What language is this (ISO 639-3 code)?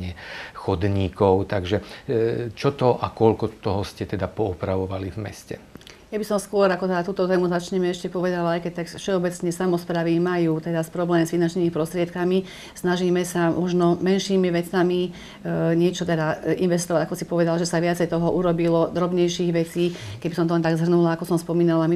slk